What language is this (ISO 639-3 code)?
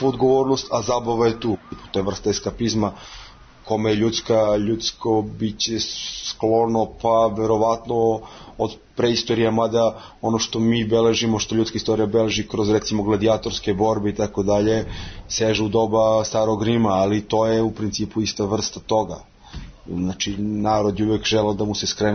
srp